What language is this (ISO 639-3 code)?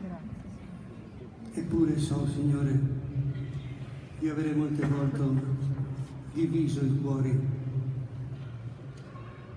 ita